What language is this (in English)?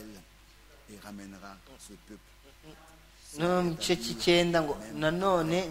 Kinyarwanda